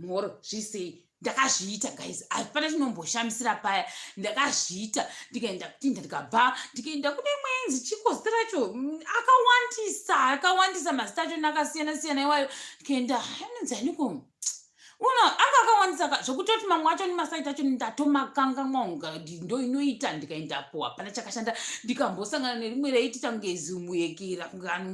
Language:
Shona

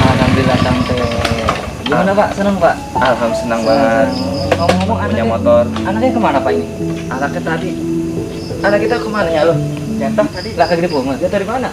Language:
Betawi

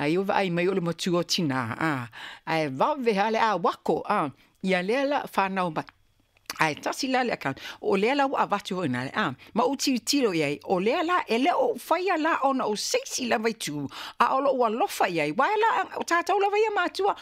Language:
Samoan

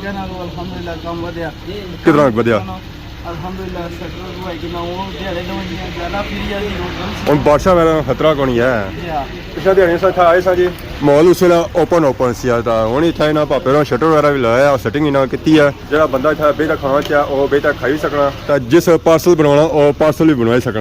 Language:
Pahari-Potwari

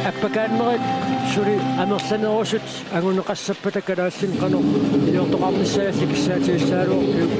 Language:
Kalaallisut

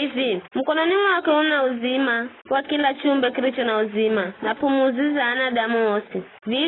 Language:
Giryama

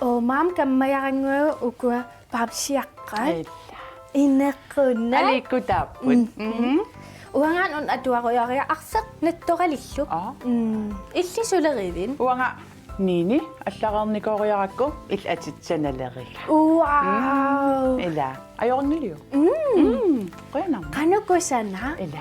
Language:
Kalaallisut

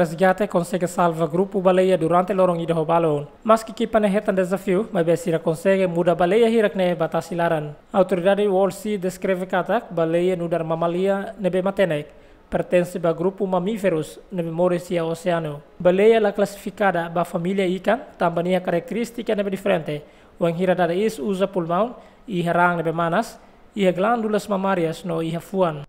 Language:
Tetum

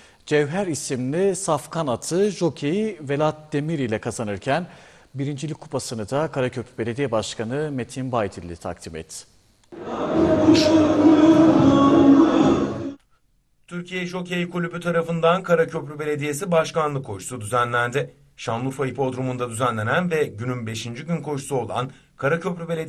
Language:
Turkish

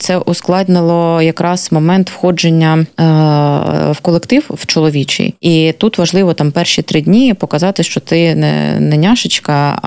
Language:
Ukrainian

